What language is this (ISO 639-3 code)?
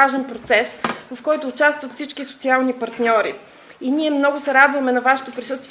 bul